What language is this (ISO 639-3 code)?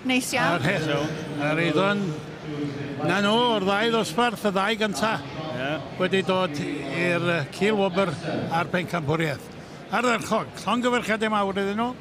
cym